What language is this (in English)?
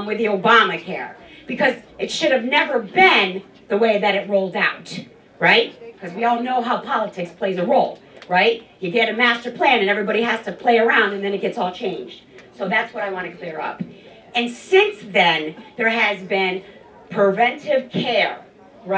English